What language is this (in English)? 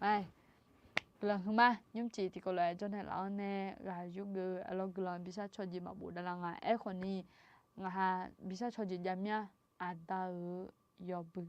Akha